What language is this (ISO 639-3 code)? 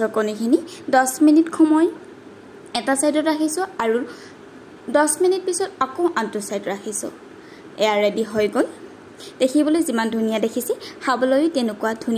asm